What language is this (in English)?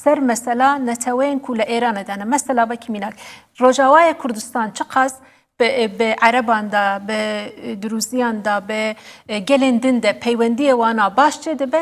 Kurdish